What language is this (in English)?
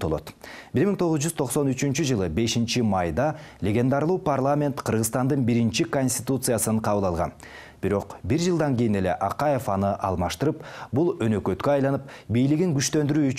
Kyrgyz